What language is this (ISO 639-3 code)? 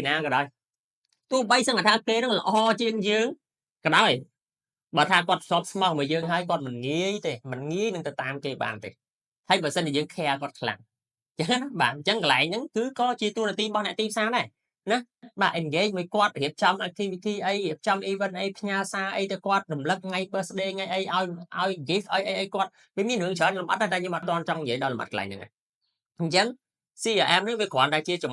khm